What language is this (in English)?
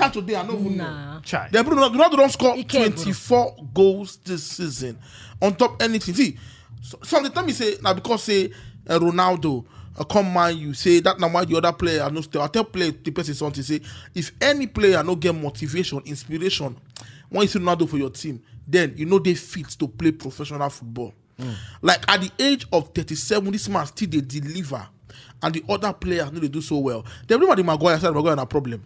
Nigerian Pidgin